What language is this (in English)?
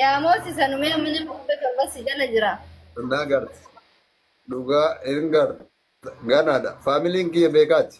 Oromo